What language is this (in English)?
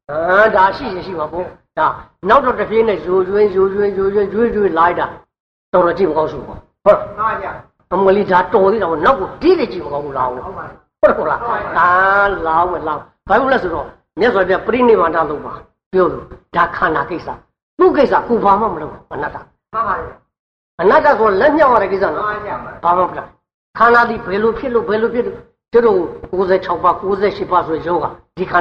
Burmese